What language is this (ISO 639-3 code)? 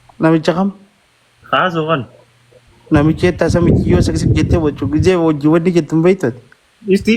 orm